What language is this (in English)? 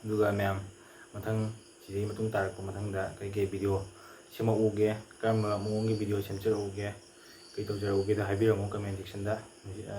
Manipuri